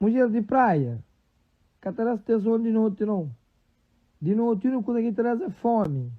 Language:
Kabuverdianu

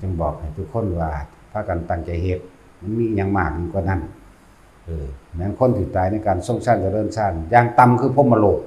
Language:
Northeastern Thai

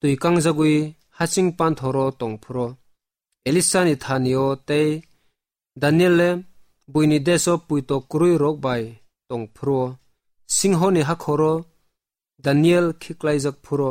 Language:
Kok Borok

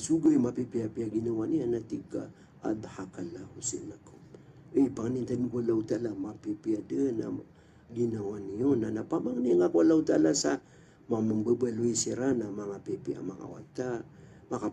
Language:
Maranao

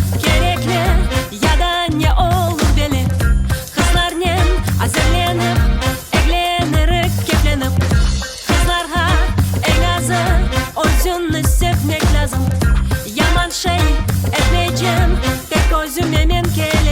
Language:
Crimean Tatar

